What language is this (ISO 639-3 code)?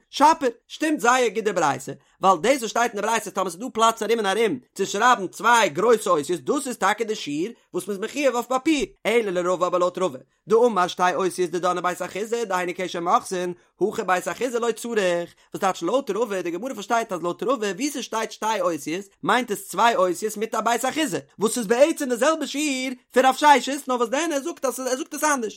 yid